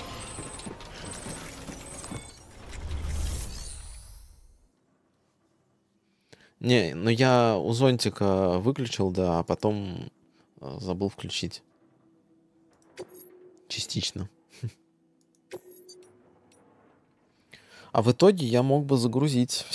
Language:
Russian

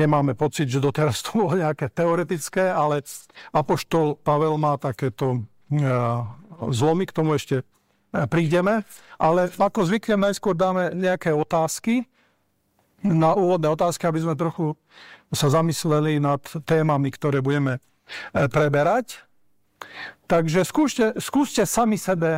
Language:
Slovak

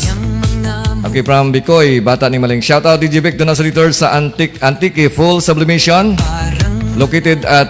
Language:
Hiligaynon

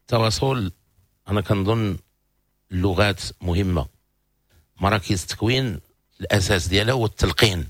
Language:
Moroccan Arabic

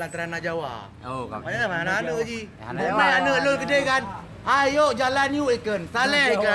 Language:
Achinese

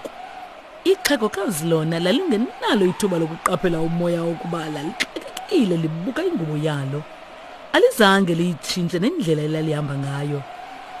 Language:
Xhosa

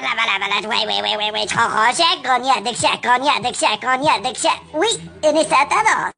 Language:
Kurdish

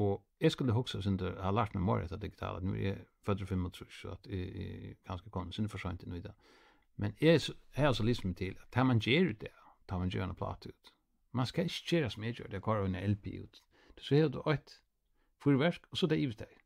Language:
Faroese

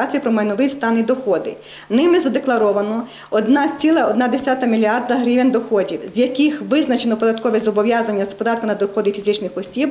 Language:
Ukrainian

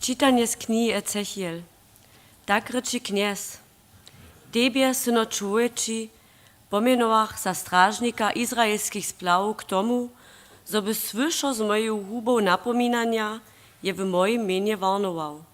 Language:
Upper Sorbian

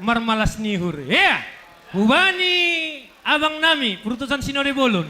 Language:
Batak Simalungun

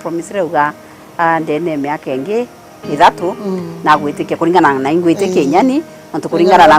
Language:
Meru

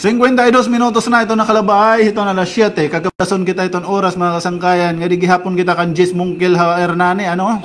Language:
Waray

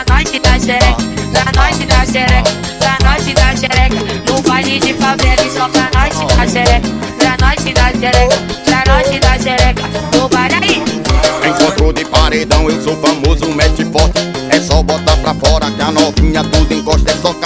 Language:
Portuguese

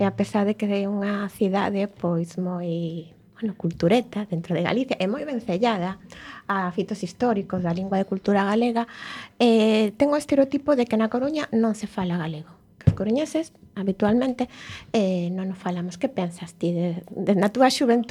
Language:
Galician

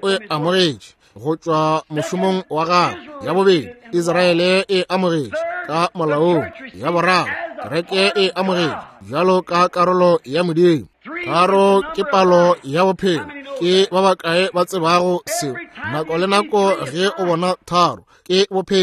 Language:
Northern Sotho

